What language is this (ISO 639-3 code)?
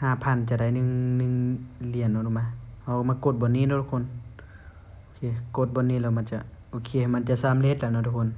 lao